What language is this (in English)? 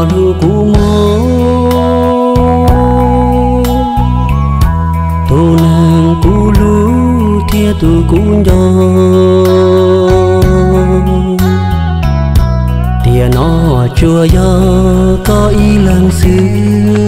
Vietnamese